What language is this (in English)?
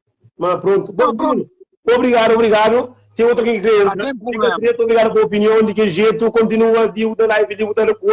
Kabuverdianu